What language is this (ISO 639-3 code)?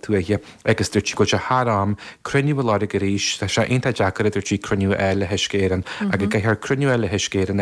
gle